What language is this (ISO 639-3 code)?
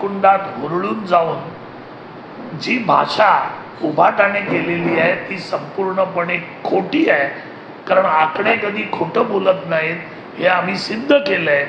mar